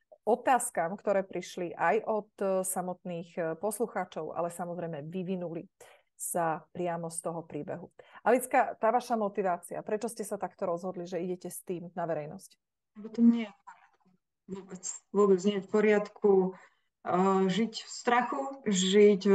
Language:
Slovak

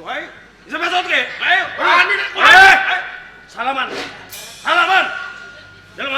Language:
Javanese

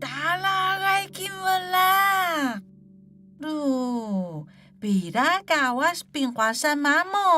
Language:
Atayal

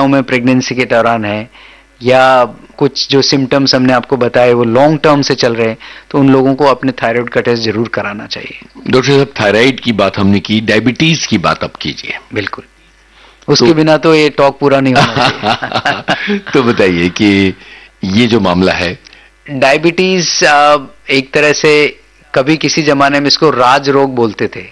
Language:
Hindi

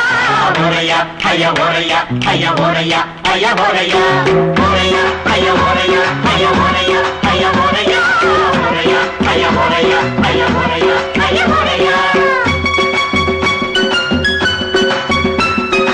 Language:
Telugu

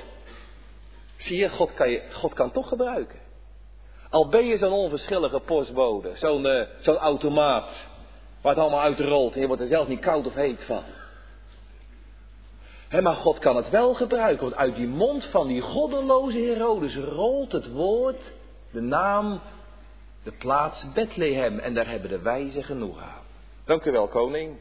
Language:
Dutch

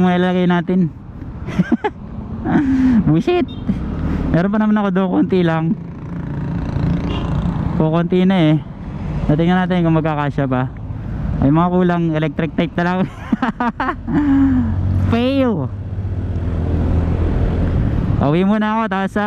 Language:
Filipino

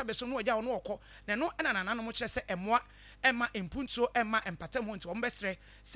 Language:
Akan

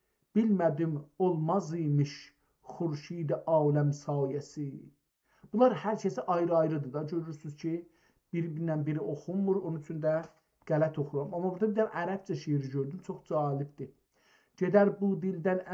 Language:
South Azerbaijani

